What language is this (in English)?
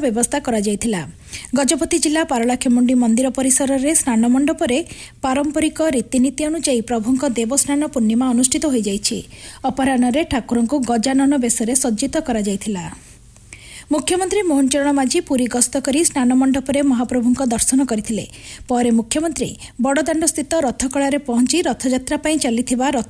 Odia